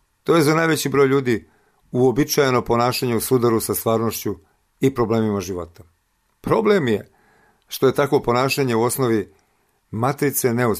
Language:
Serbian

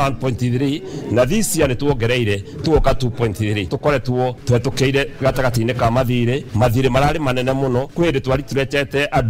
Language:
Kikuyu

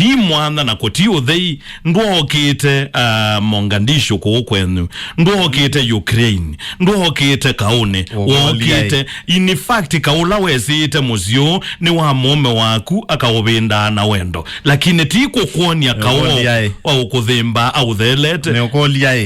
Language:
Kamba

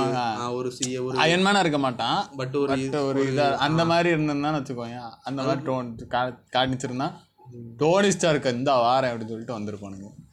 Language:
Tamil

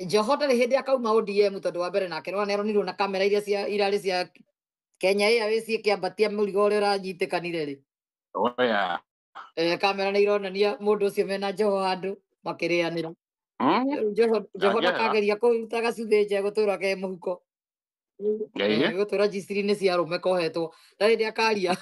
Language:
Kikuyu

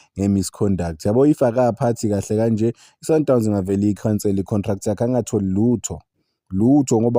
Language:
Zulu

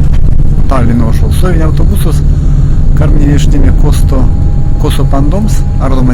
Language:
Erzya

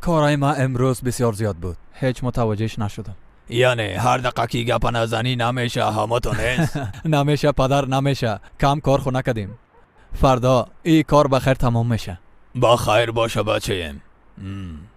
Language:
Persian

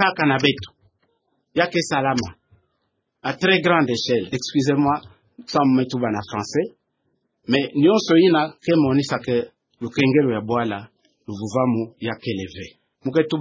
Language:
Kituba (Democratic Republic of Congo)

